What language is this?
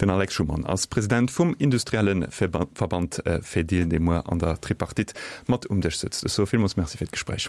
Luxembourgish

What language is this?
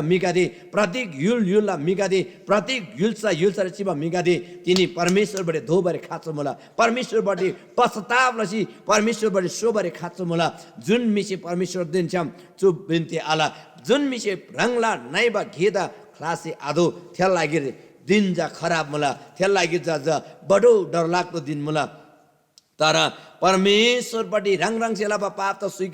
Eastern Tamang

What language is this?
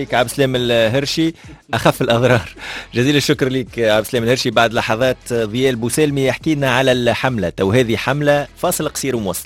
Tunisian Arabic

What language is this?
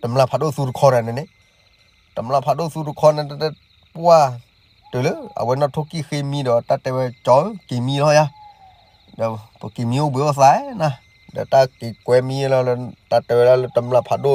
S'gaw Karen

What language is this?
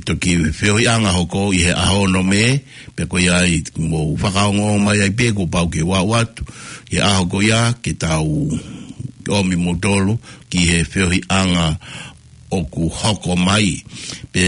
Tongan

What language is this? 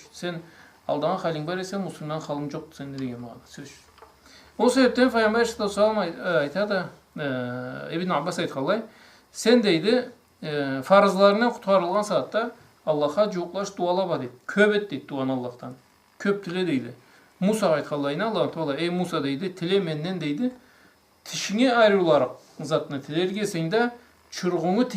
Karachay-Balkar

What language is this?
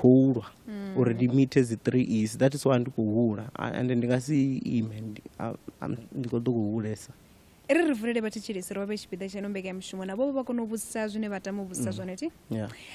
Venda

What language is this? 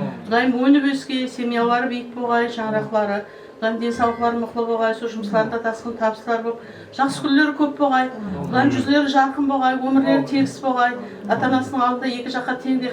Kara-Kalpak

